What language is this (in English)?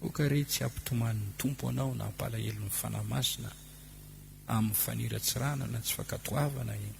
Malagasy